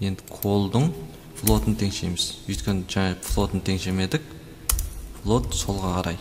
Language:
Kazakh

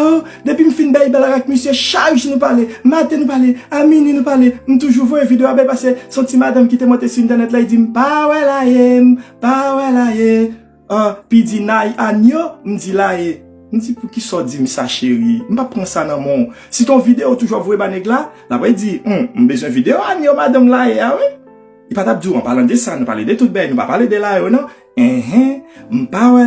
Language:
Haitian Creole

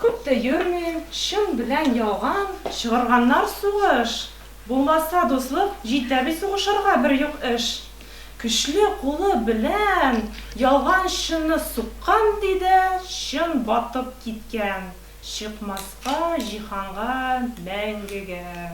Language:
Tatar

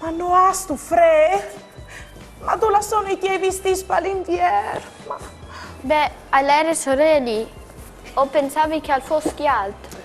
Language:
Friulian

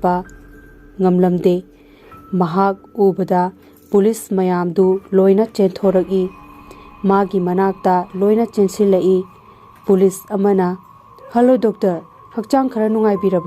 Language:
Manipuri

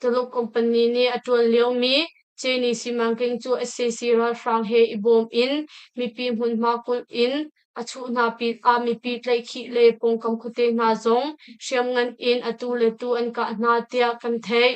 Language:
Hakha Chin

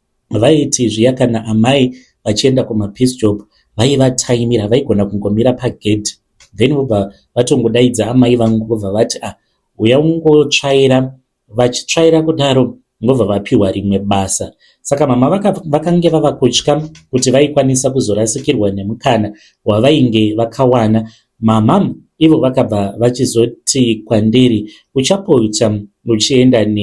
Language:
Shona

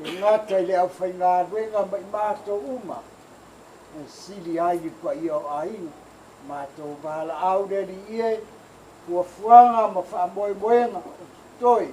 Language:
Samoan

